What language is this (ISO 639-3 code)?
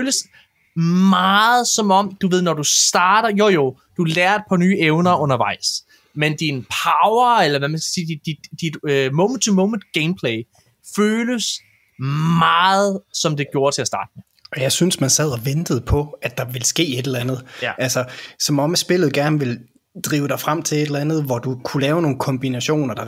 dan